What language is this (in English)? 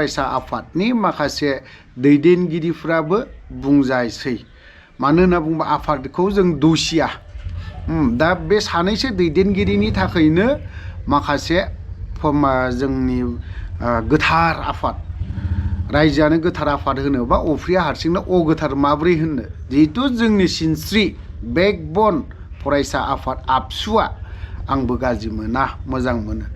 Bodo